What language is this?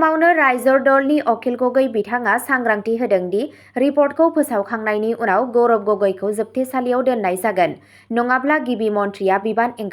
Bodo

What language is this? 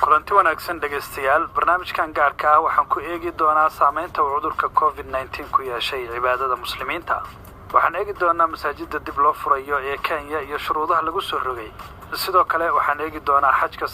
Somali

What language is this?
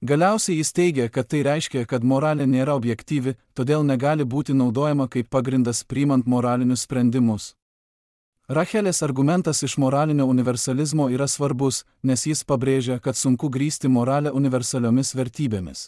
Lithuanian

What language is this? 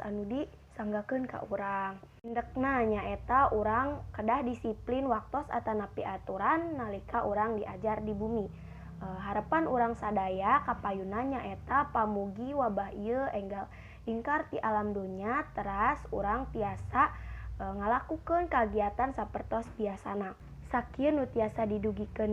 Sundanese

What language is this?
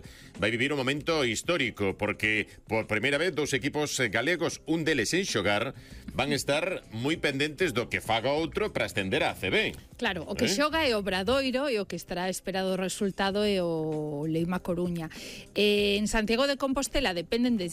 Galician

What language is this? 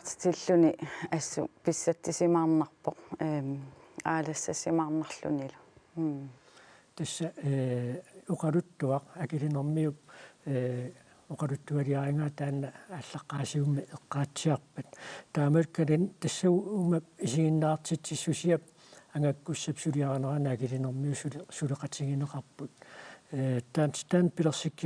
Kalaallisut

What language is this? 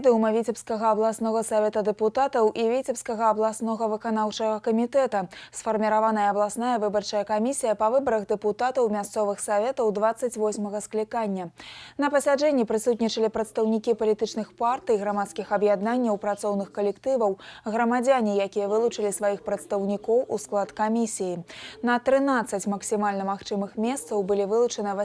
Belarusian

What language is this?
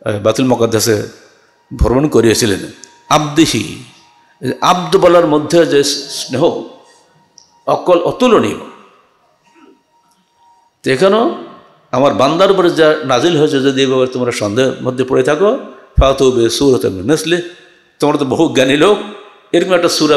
Bangla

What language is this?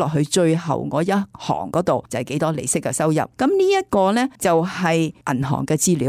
Cantonese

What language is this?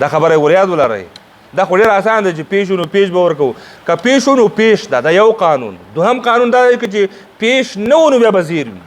Pashto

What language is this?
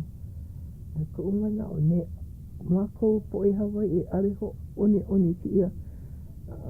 Hawaiian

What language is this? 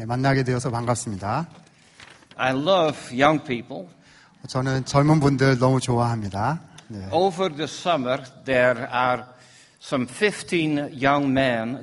Korean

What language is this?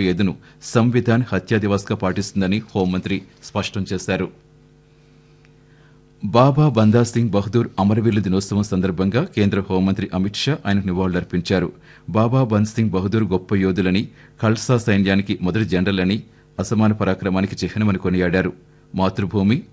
Telugu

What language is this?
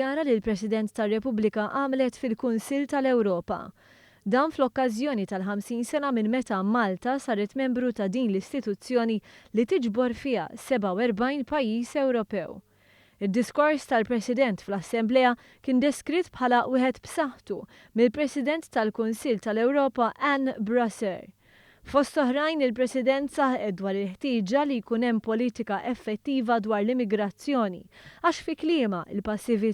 Maltese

